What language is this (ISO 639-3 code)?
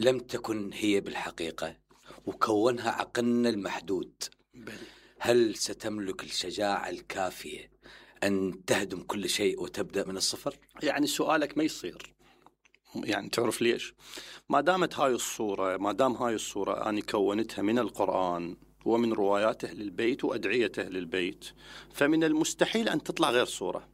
acm